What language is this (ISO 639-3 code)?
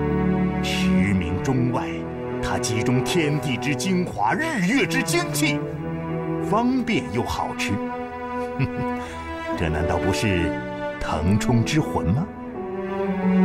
zho